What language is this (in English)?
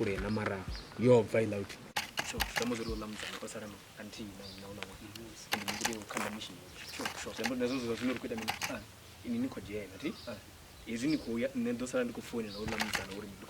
Venda